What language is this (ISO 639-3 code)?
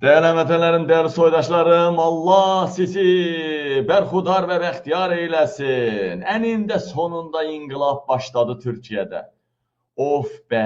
aze